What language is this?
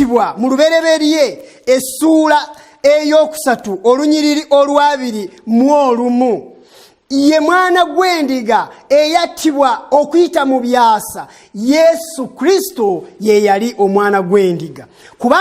Ganda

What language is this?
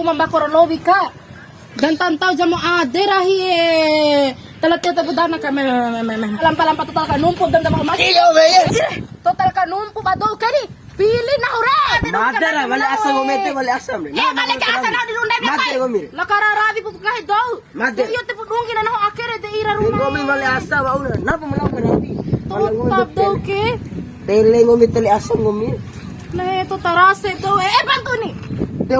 Bima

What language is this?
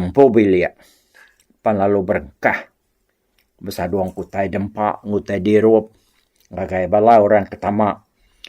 Iban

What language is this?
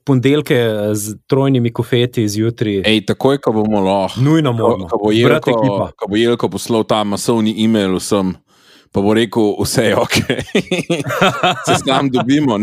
Slovenian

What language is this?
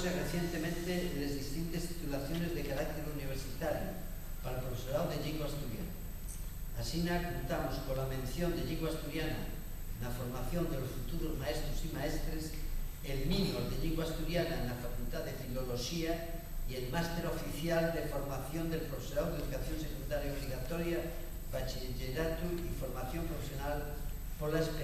Asturian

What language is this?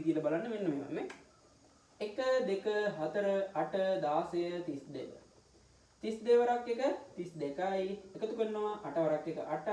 Sinhala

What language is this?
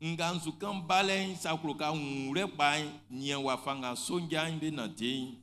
Baoulé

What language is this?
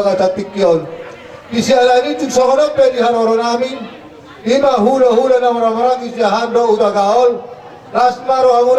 Batak Toba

